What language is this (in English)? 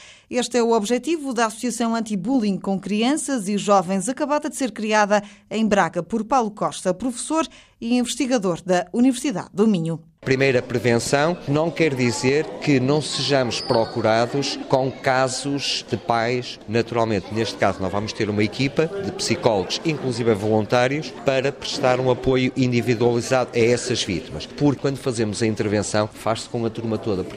Portuguese